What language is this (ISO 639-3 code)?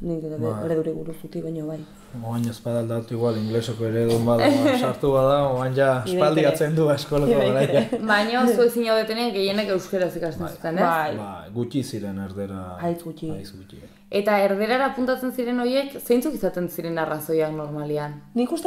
eus